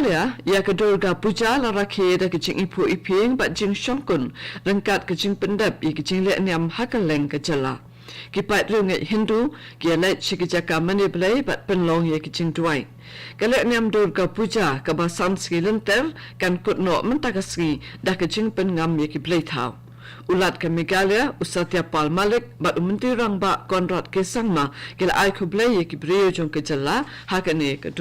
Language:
Khasi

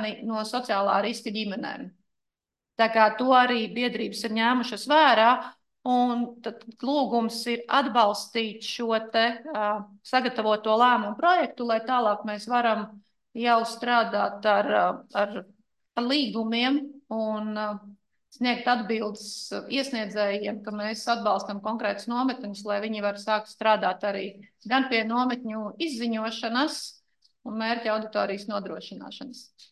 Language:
Latvian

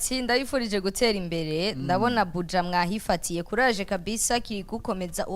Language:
Rundi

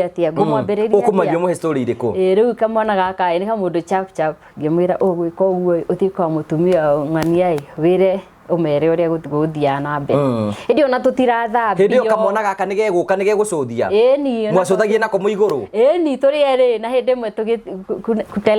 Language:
Kikuyu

